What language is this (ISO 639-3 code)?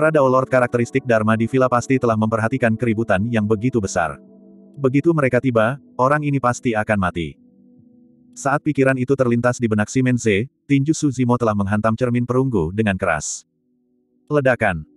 ind